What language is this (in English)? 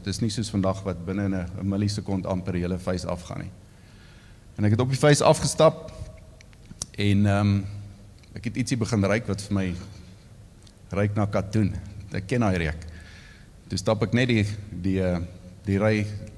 Afrikaans